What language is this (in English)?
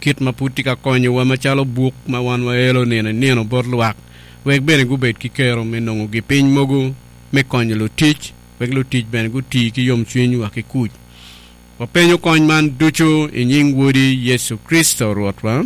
Acoli